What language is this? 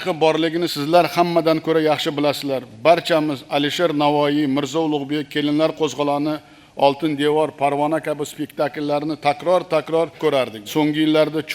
Uzbek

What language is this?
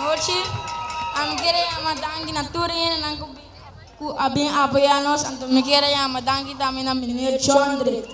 Papiamento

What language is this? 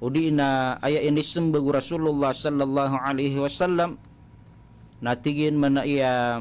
Maranao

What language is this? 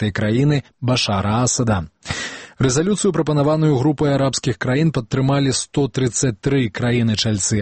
Belarusian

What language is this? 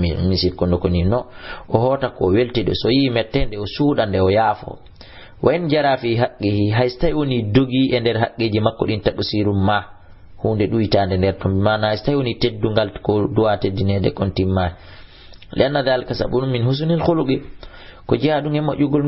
Fula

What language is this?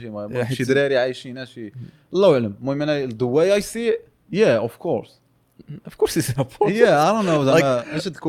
Moroccan Arabic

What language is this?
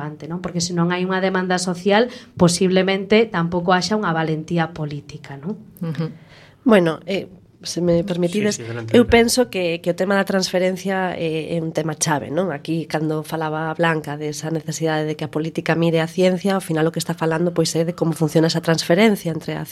Galician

